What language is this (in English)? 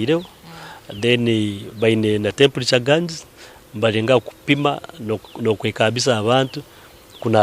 Nyankole